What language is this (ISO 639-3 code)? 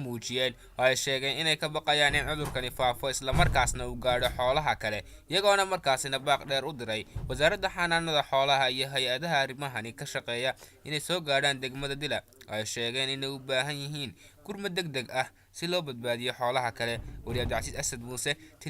som